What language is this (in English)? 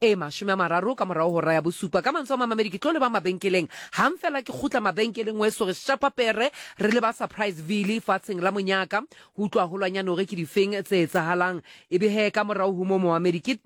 Southern Sotho